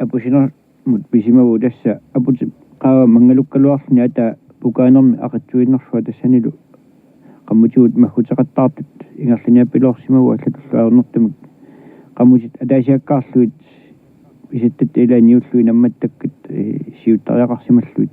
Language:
Kalaallisut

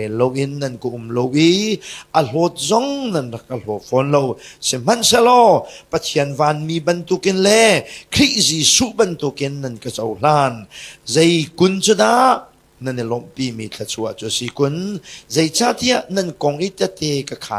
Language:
Hakha Chin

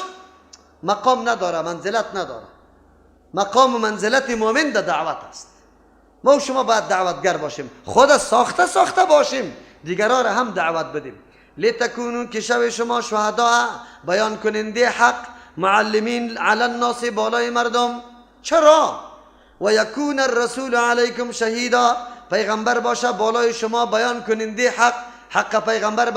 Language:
Persian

